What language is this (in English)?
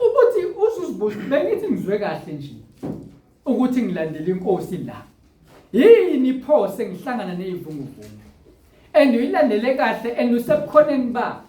Zulu